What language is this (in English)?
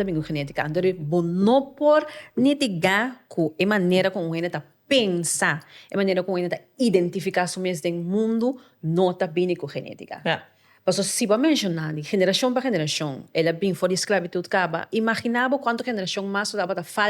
Papiamento